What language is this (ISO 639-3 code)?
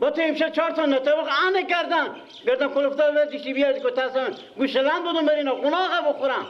fas